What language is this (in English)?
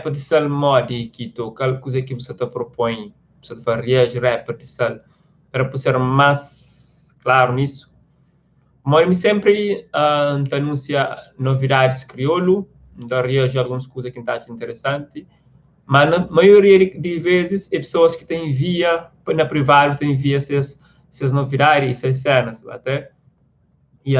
Kabuverdianu